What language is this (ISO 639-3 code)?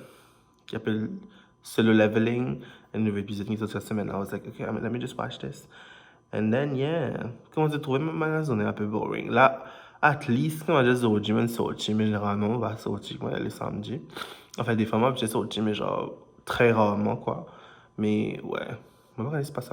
mfe